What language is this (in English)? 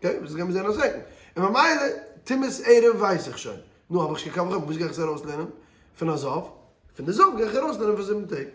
Yiddish